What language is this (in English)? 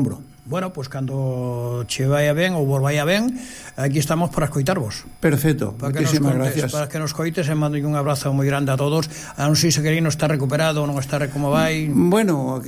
Galician